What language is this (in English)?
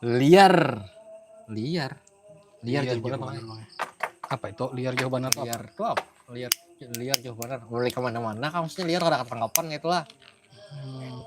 Banjar